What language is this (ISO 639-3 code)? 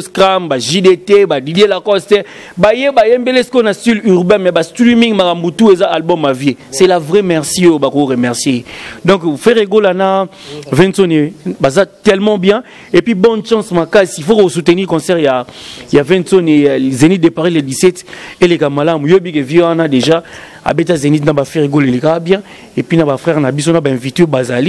lin